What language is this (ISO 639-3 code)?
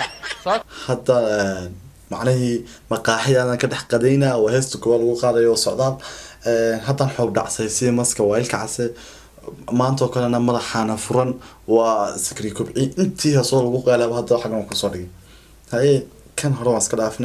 som